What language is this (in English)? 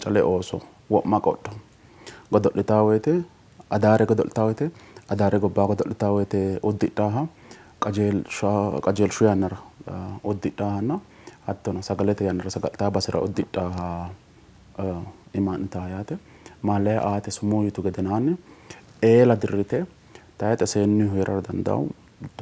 Sidamo